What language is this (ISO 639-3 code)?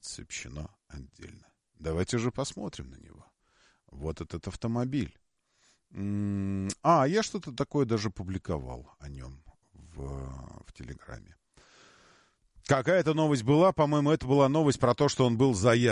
rus